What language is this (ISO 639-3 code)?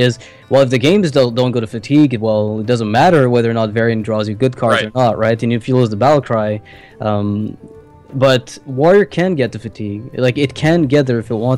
eng